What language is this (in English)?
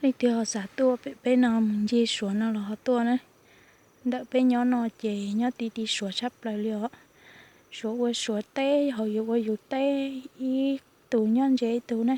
Hmong